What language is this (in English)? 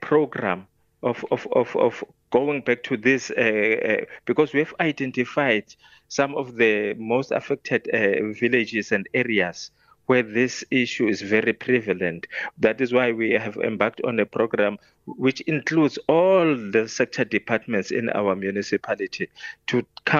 English